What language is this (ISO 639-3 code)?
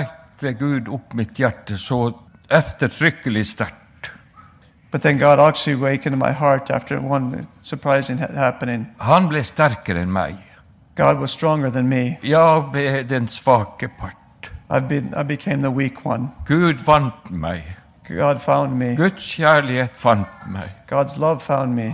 nor